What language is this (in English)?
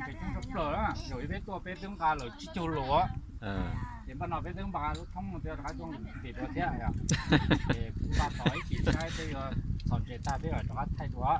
Hmong